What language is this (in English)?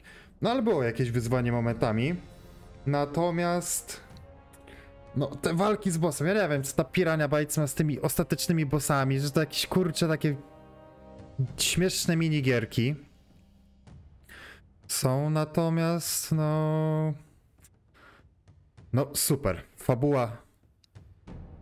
Polish